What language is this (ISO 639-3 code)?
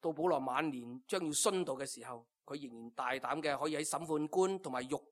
yue